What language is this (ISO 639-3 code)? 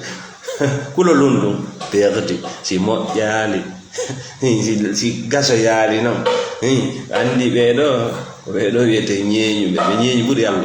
ful